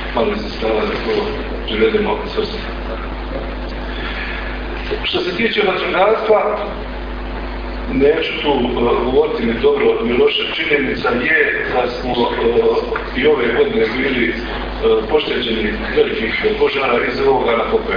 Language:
Croatian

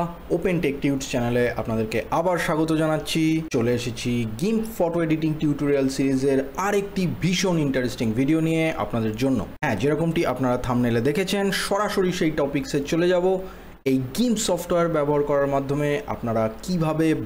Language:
Bangla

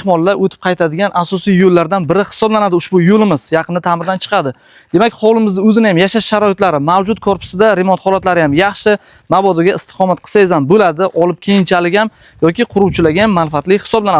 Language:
Uzbek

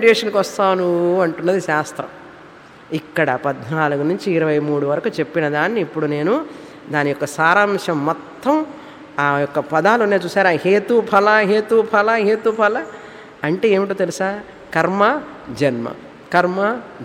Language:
Telugu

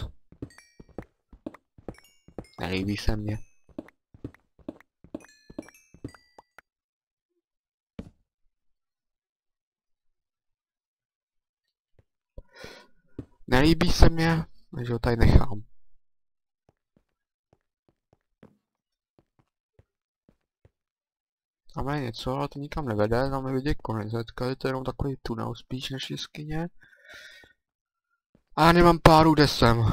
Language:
Czech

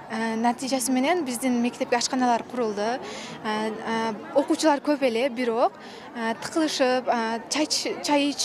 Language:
Kyrgyz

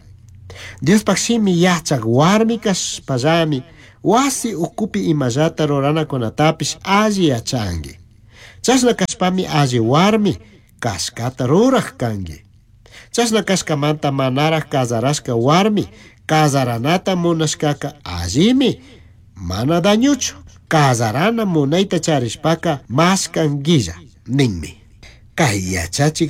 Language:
Chimborazo Highland Quichua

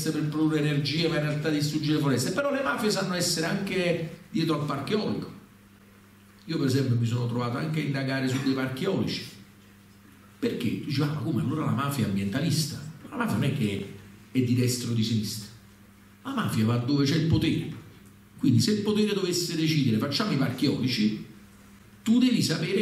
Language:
Italian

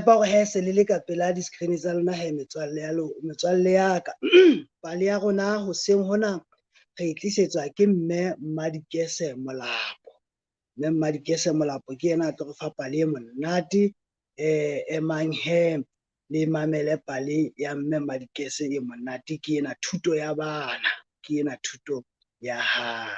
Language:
Southern Sotho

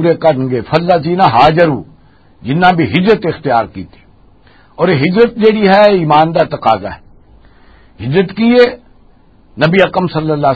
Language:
Western Panjabi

